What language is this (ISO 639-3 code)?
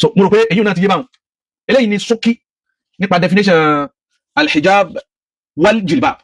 yor